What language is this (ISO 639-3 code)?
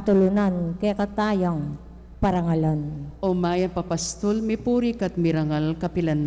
pam